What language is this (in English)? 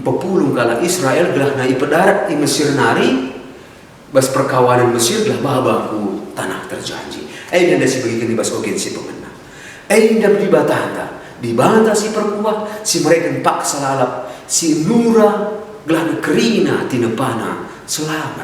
Batak Karo